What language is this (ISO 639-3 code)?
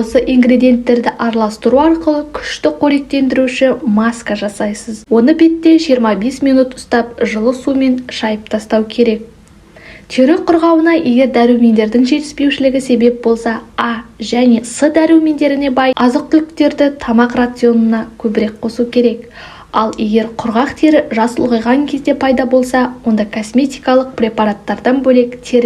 kaz